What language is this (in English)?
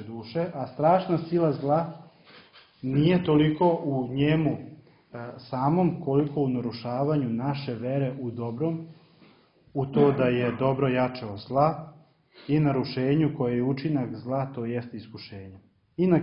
Serbian